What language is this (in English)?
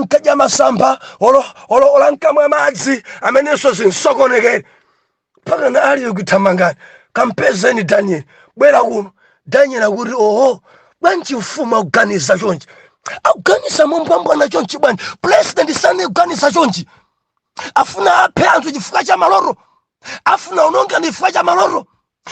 Nyanja